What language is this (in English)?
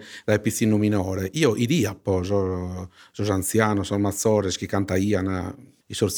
Sardinian